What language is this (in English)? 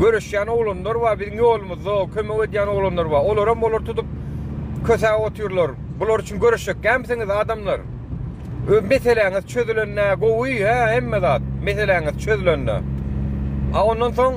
Turkmen